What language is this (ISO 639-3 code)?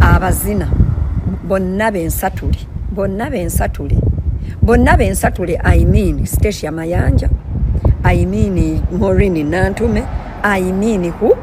lug